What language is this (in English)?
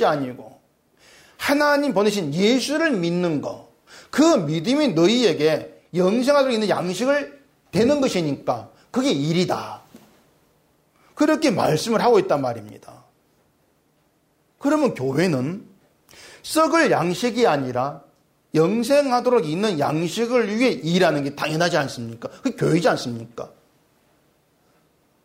Korean